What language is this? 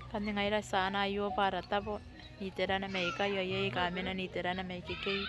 Gilbertese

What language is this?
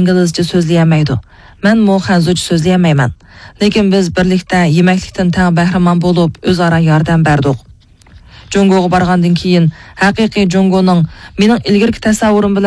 Uyghur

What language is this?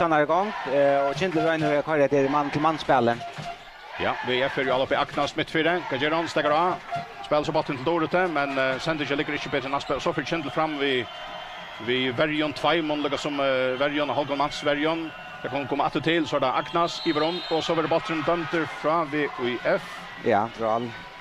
Faroese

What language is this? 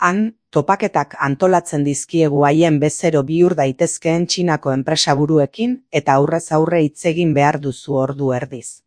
Basque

